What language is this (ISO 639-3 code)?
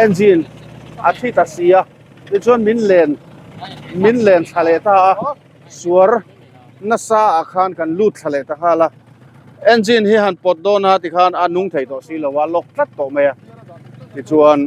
lus